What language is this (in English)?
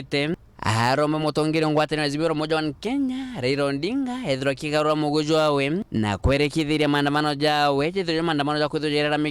Meru